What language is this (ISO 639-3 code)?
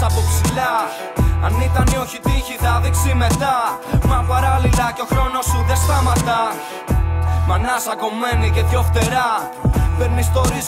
ell